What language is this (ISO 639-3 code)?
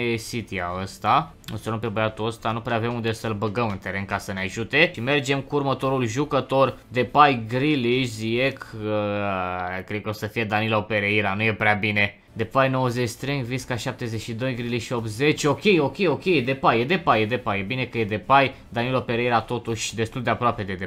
ron